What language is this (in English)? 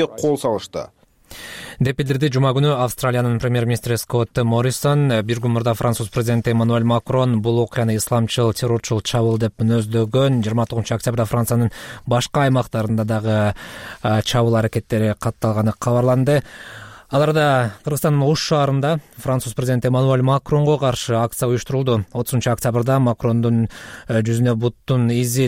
Kyrgyz